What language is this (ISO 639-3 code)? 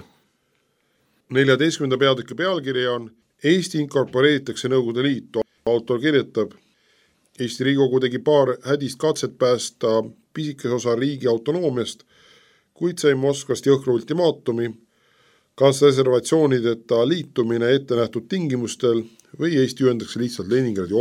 est